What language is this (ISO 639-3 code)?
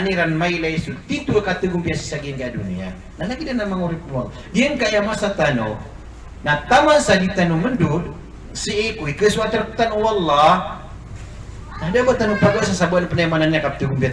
mrw